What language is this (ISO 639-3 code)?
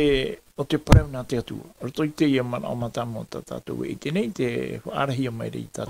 tah